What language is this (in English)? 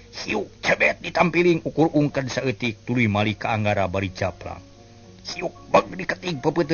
Sundanese